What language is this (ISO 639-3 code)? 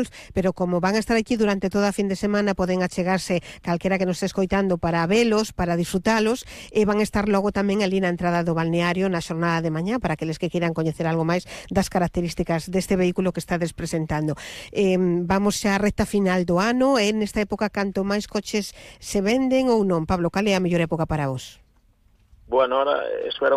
glg